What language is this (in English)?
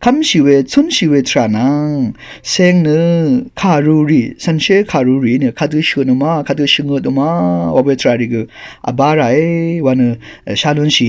Rawang